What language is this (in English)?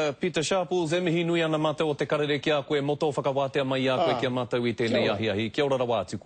Māori